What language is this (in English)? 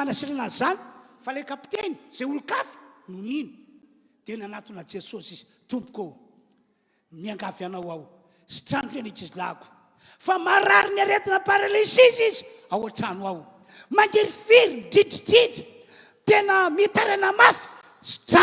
Malagasy